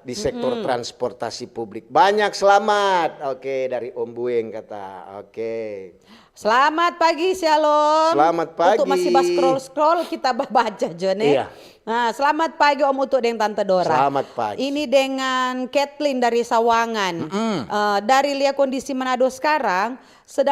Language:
Manado Malay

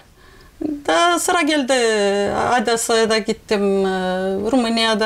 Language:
Gagauz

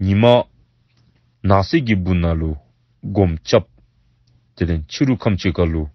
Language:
Dzongkha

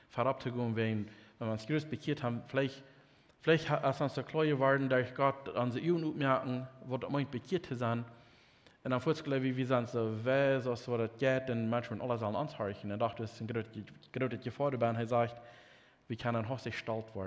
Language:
Plautdietsch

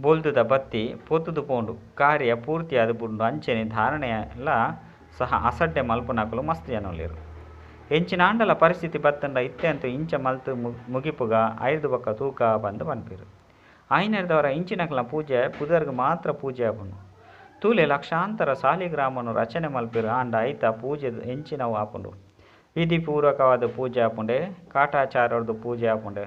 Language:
Tulu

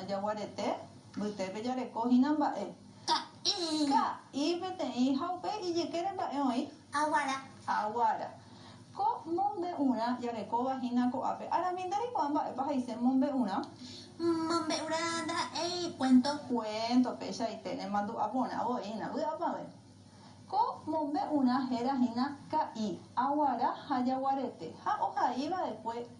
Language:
Guarani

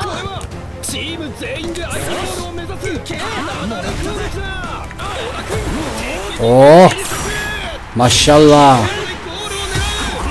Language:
Turkish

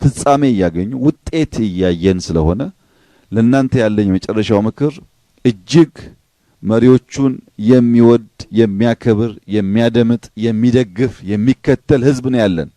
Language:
Amharic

